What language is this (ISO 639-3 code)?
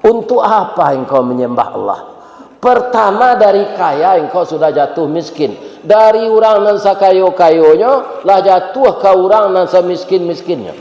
min